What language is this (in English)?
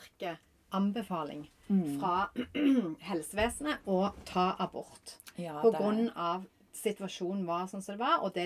Norwegian